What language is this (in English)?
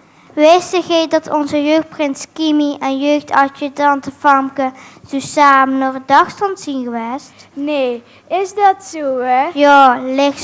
Limburgish